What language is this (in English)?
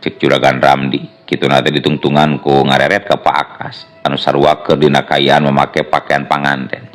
Sundanese